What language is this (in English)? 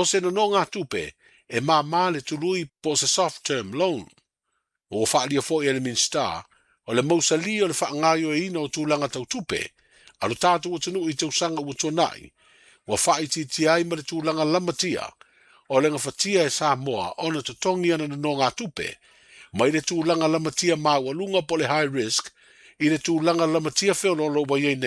Samoan